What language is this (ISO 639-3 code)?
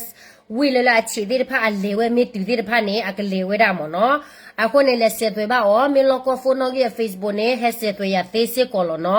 ksw